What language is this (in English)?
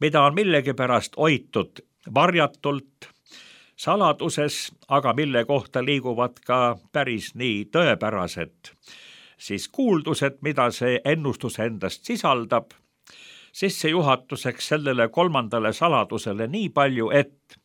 Estonian